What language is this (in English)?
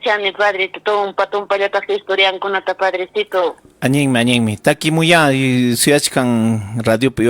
Ayacucho Quechua